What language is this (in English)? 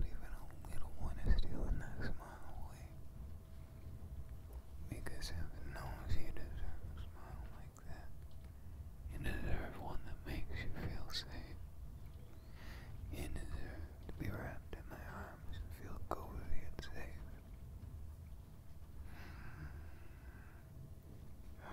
English